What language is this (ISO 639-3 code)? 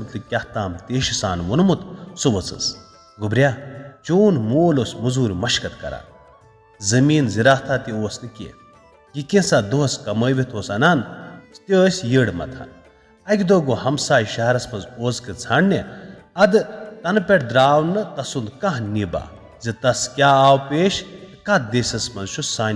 kas